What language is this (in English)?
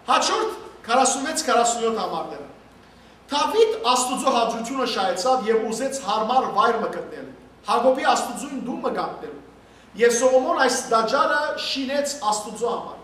Western Armenian